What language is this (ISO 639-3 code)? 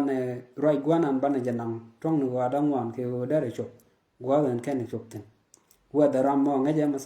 nus